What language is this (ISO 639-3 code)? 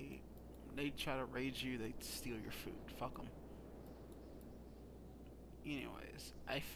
eng